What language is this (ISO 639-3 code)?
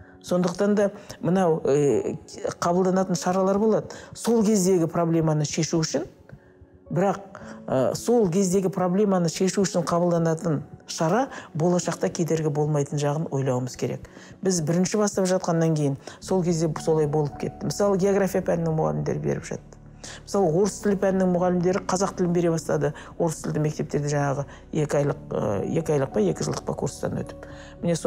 kaz